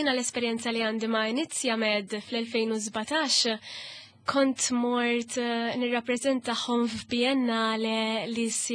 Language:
Maltese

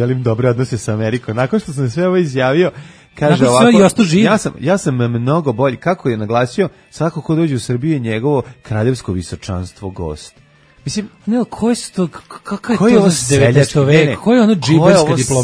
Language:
Serbian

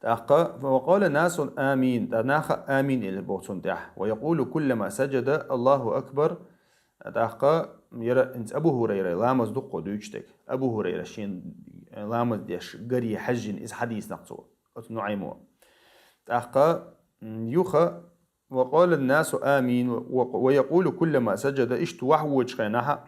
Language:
Chechen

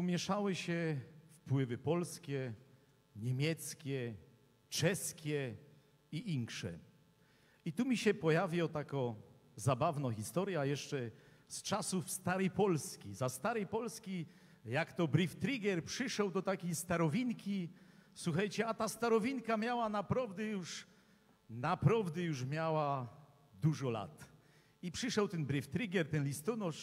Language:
Silesian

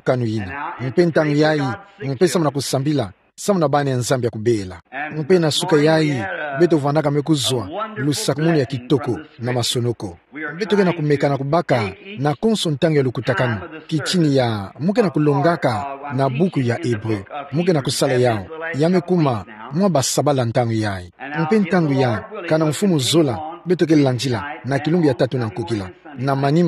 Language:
Kituba (Democratic Republic of Congo)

